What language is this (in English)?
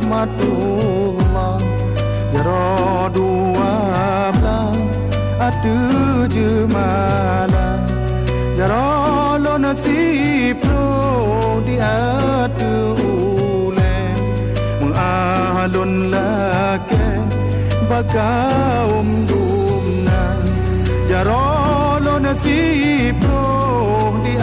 Achinese